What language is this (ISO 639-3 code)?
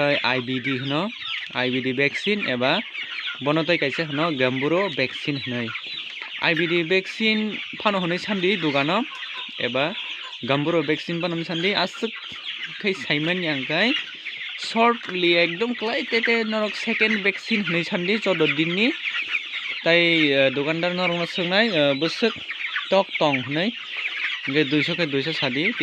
trp